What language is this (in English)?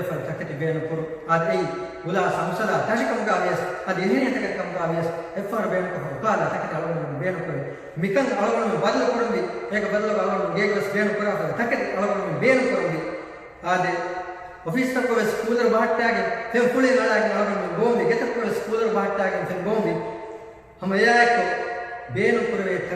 Divehi